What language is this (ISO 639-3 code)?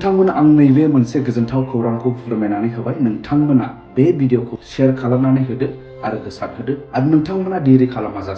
brx